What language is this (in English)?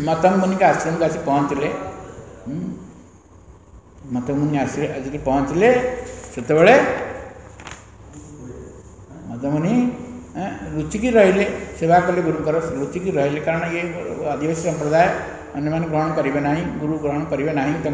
Odia